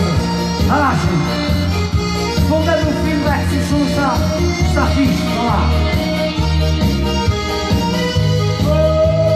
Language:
Portuguese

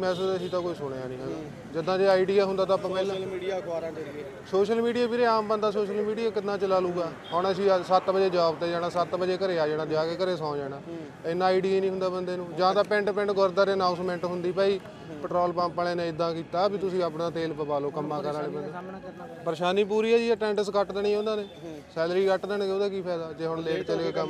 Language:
Punjabi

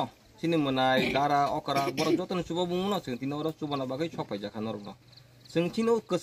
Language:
Kok Borok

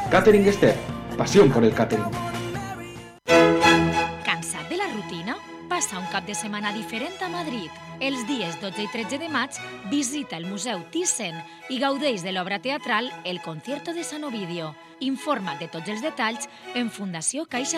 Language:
Catalan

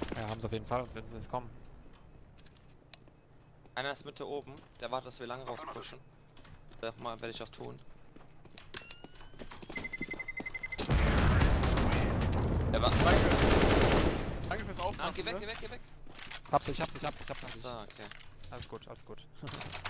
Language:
German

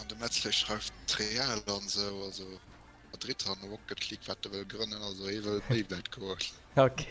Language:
Luxembourgish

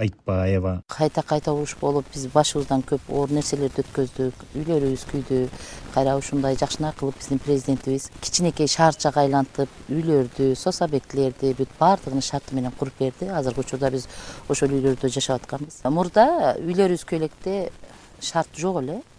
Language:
Kyrgyz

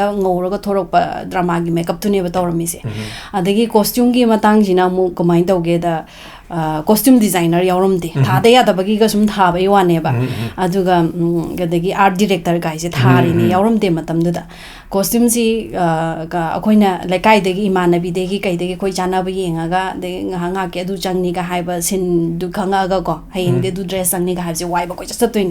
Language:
Manipuri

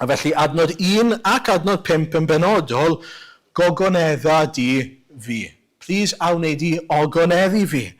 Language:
Welsh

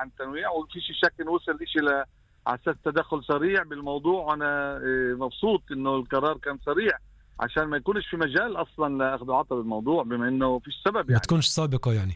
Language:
North Levantine Arabic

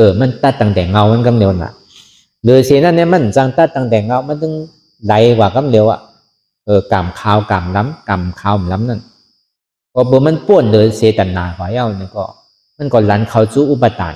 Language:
Shan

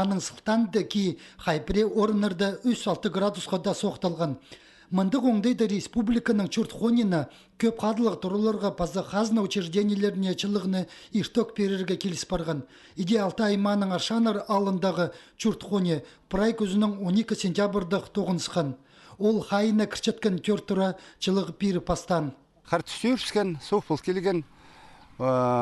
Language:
Khakas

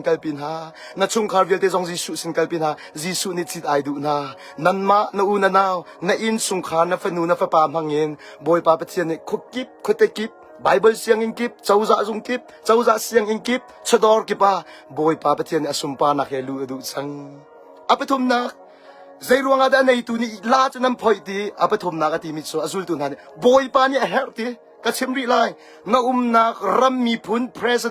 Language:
Hakha Chin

